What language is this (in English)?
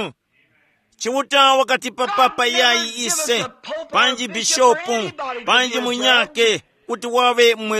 Tumbuka